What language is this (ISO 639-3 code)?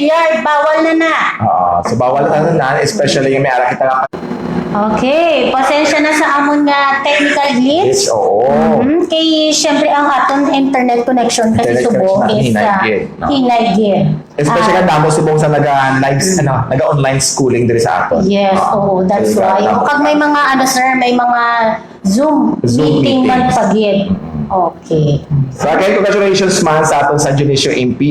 hil